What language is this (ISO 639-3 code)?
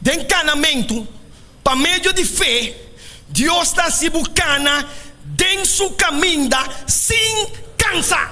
pap